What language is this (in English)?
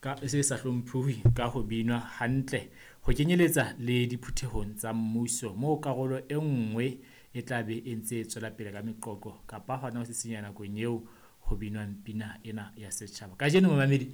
Southern Sotho